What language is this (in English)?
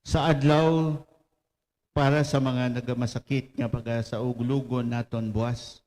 Hiligaynon